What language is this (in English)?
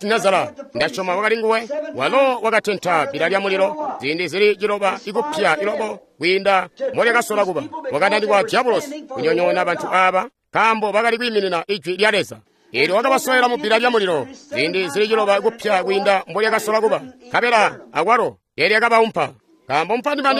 Tonga (Zambia)